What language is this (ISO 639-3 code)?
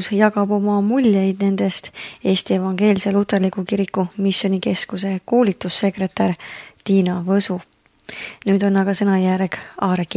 est